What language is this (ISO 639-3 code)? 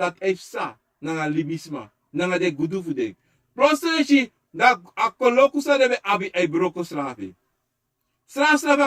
srn